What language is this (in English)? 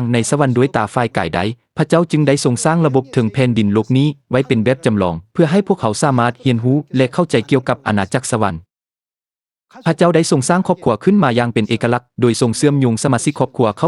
Lao